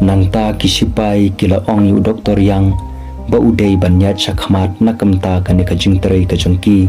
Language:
Khasi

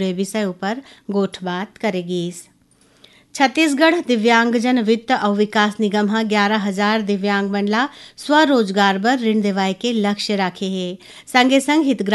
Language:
Chhattisgarhi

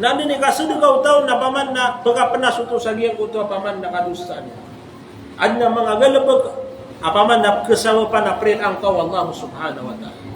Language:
Maranao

